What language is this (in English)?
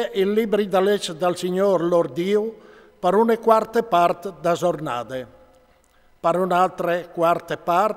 Friulian